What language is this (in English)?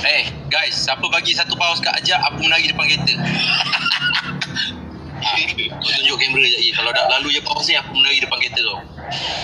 Malay